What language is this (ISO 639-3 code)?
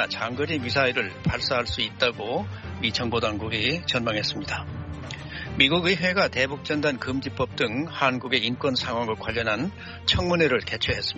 kor